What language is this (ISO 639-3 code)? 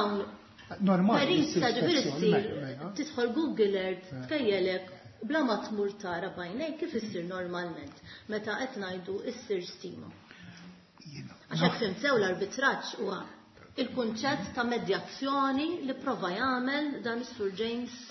mlt